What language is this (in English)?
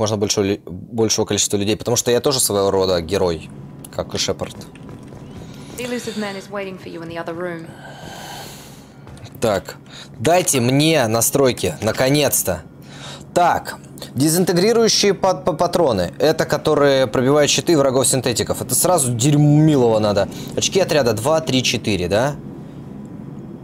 Russian